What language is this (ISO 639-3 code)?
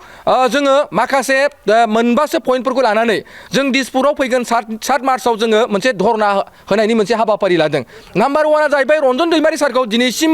brx